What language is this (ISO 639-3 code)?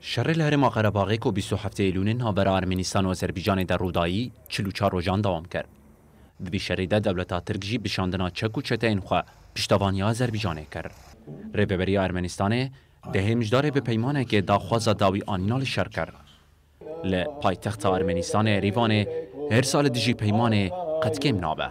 kur